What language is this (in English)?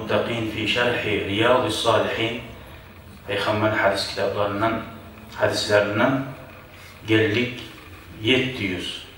Kumyk